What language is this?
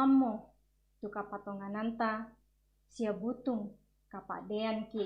Toraja-Sa'dan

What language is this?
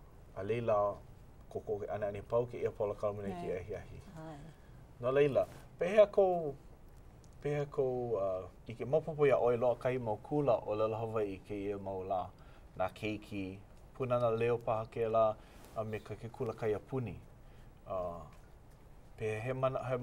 Hawaiian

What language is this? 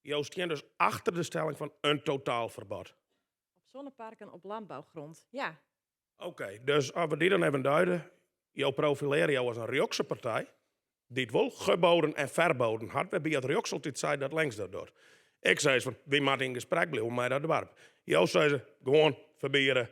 Western Frisian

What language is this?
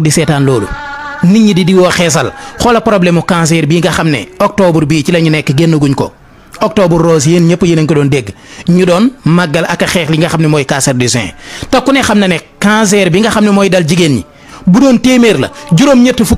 Wolof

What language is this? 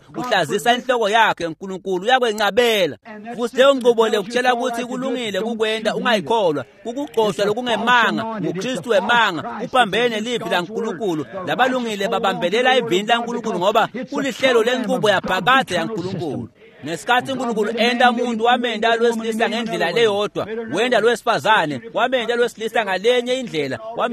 Swati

